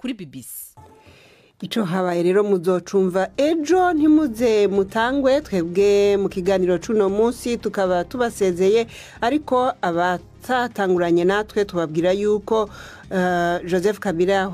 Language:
Rundi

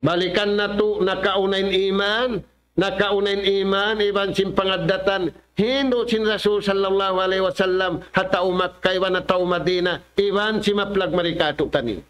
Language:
Tausug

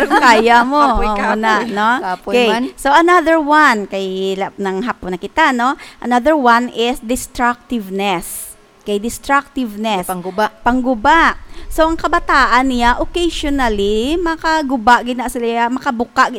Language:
Hiligaynon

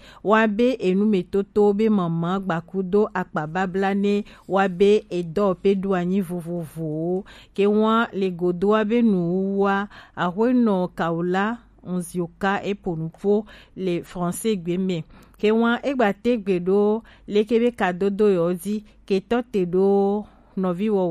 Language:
Gen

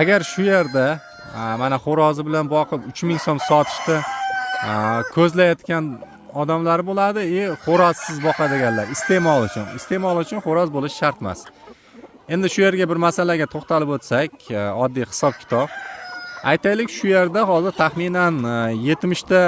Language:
Uzbek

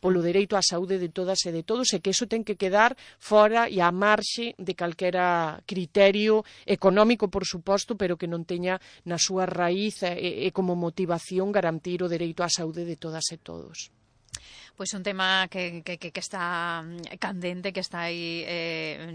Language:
Galician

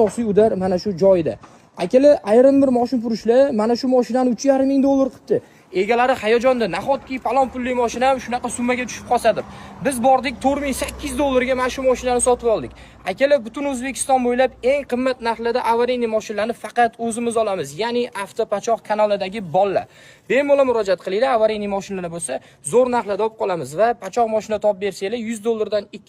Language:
Uzbek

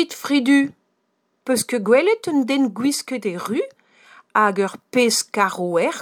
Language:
Breton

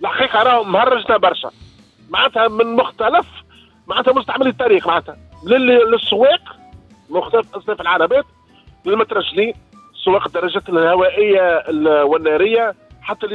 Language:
Tunisian Arabic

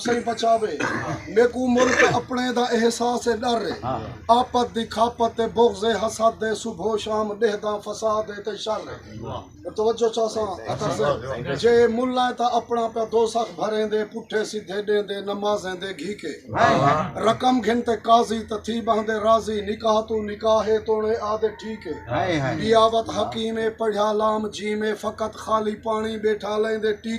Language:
Saraiki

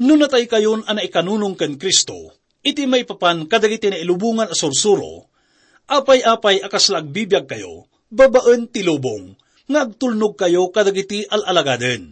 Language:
Iloko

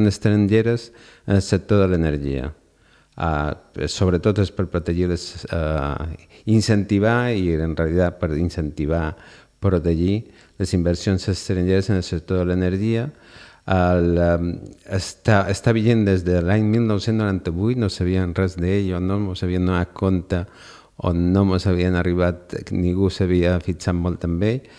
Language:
Catalan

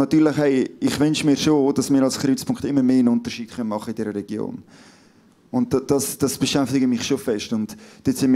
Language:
Swiss German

